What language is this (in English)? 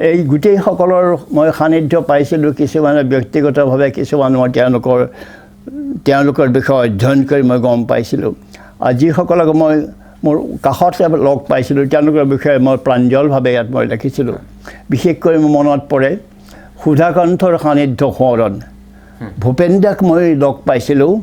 Assamese